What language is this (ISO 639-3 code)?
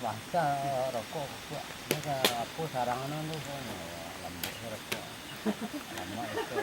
min